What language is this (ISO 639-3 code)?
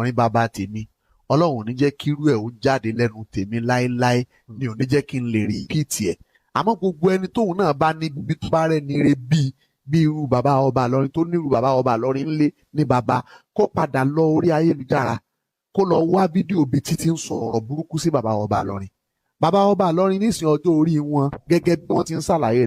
yor